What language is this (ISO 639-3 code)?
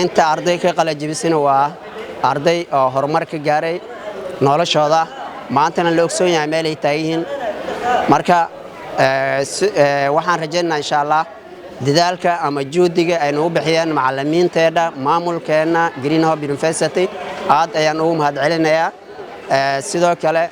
som